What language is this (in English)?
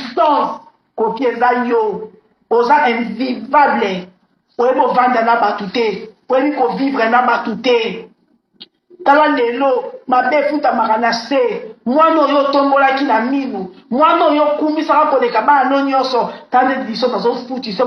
Lingala